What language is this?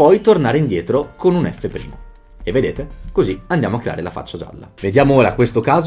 Italian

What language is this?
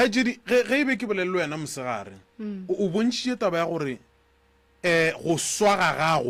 Northern Sotho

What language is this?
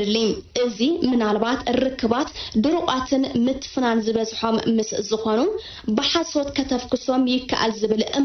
Tigrinya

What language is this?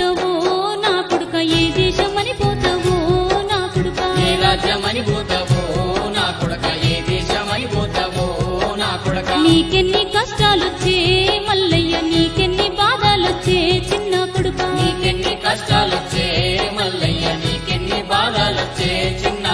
Telugu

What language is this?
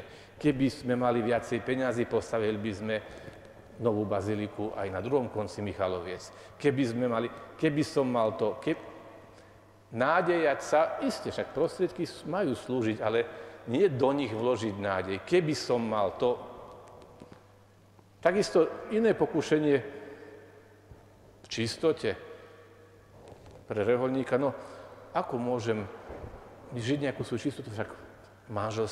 Slovak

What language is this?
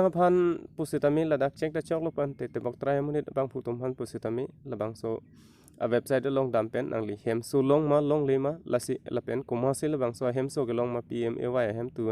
Karbi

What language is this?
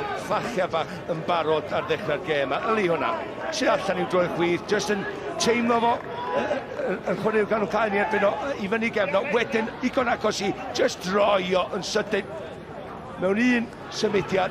Welsh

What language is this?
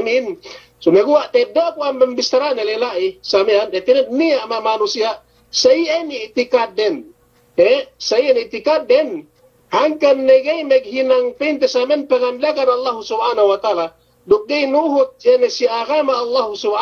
Yakan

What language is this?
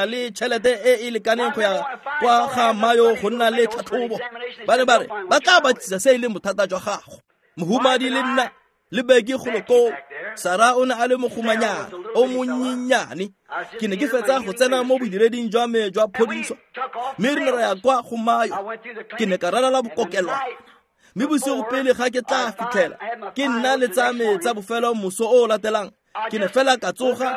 Tswana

